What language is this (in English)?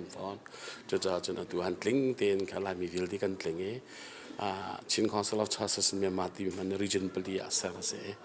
Hakha Chin